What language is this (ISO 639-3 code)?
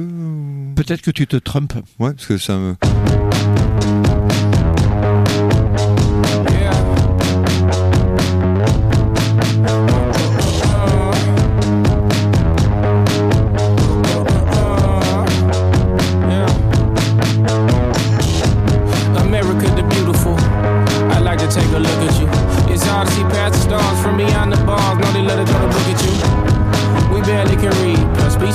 fra